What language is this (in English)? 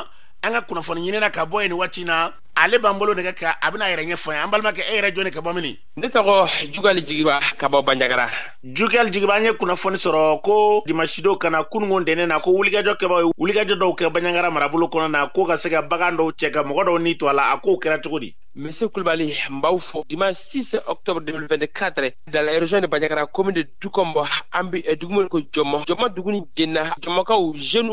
Bambara